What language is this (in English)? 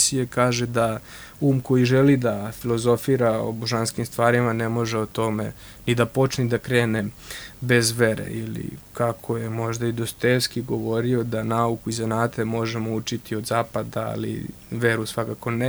Serbian